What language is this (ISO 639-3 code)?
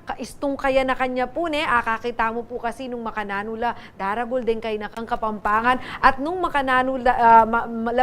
pam